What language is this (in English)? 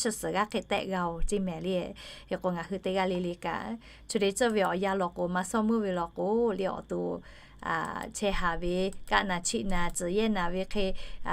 Lahu